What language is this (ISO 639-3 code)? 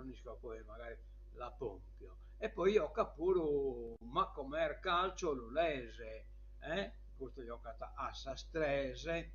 srd